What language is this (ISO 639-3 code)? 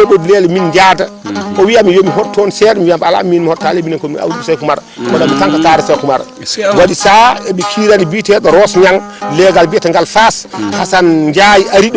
ful